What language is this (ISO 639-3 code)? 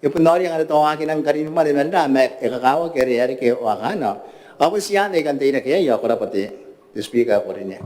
gil